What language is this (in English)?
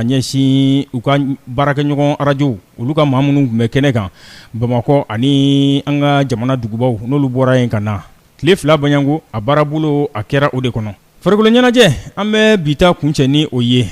Bambara